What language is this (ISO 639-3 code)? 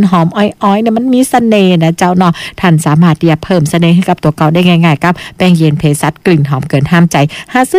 tha